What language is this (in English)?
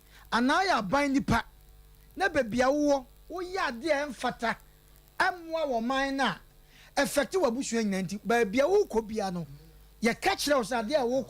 Akan